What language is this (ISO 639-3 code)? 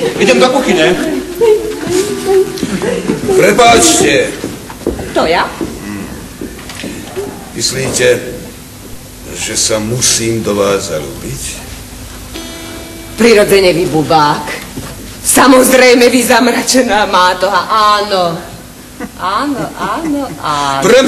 slk